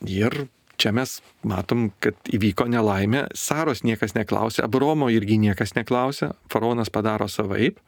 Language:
Lithuanian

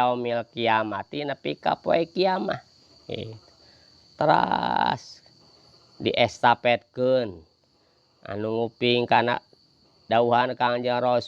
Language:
Sundanese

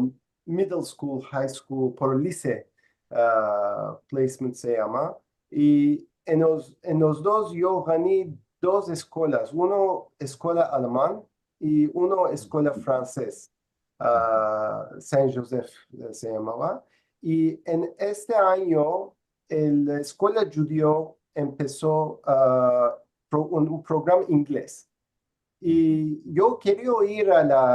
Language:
Ladino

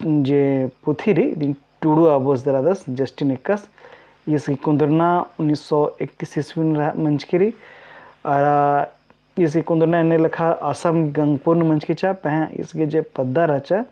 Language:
Kurukh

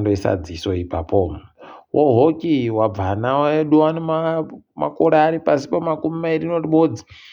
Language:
Ndau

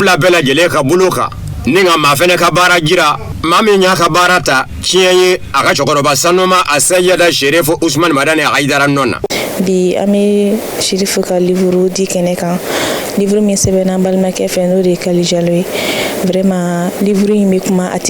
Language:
Bambara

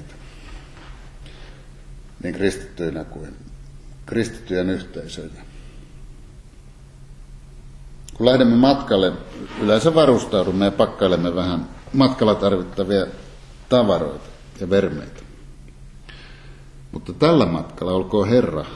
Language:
Finnish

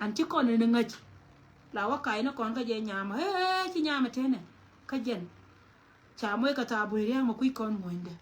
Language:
Nuer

